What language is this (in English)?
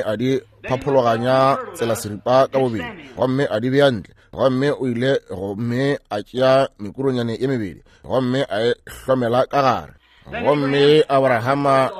Northern Sotho